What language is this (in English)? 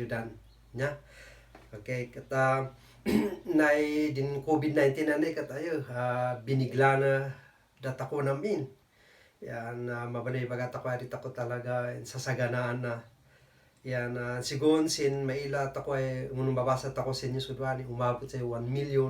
Kankanaey